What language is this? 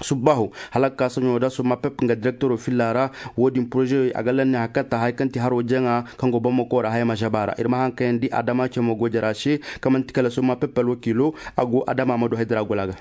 Zarma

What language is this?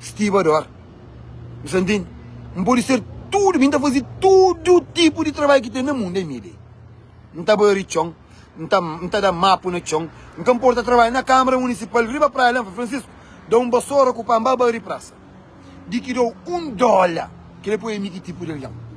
Kabuverdianu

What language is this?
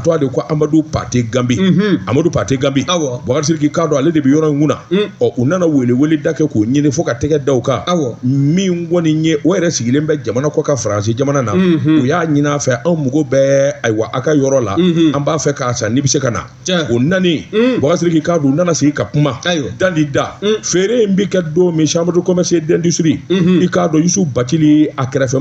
Bambara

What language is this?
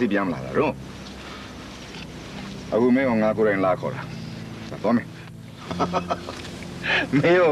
Burmese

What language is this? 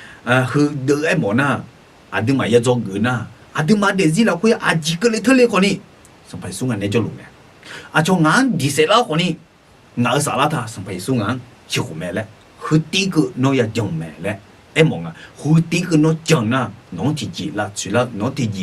Akha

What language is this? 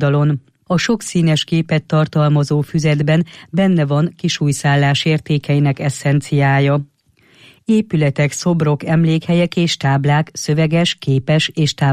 Hungarian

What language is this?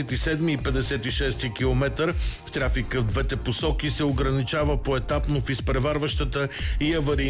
Bulgarian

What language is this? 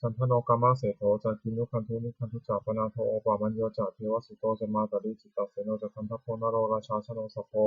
Pali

